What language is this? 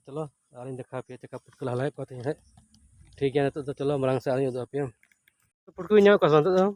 Santali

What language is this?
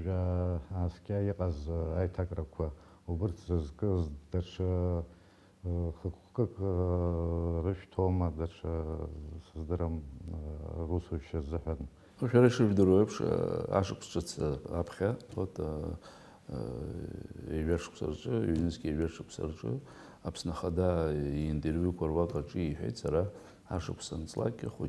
Abkhazian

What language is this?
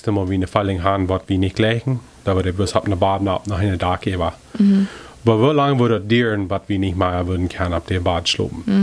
Plautdietsch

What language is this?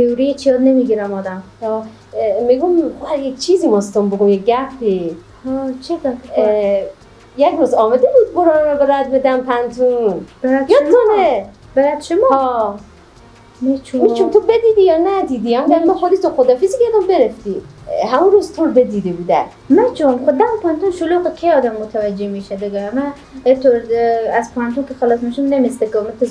Persian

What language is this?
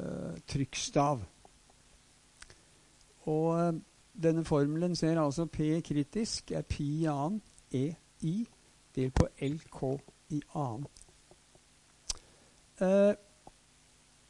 Norwegian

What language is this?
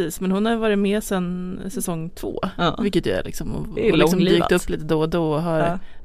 Swedish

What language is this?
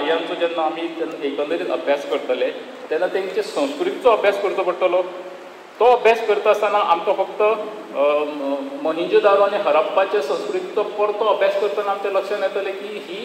Konkani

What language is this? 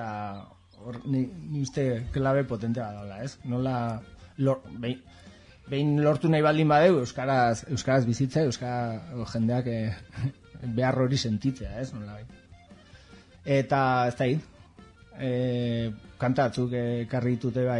Basque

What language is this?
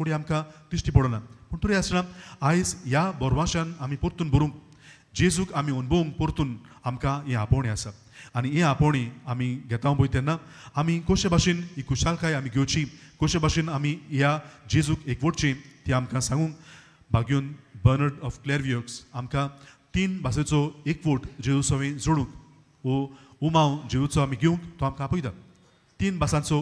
Konkani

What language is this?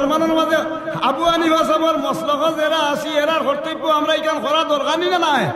Sylheti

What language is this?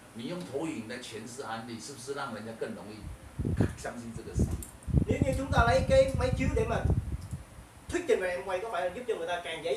Vietnamese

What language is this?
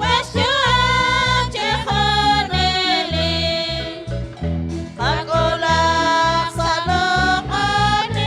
Kekchí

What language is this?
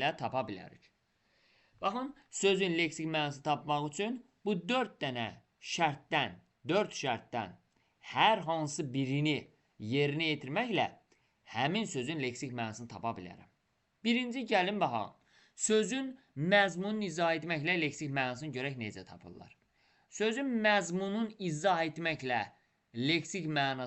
Azerbaijani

